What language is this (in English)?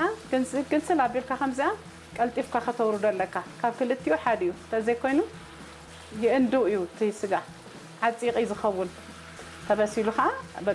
Tigrinya